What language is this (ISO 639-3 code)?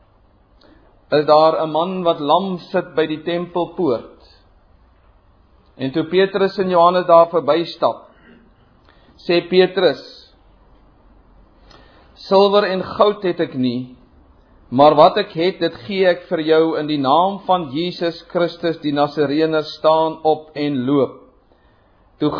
afr